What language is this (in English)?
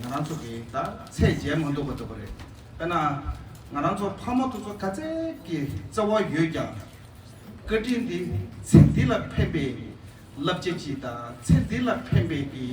Tibetan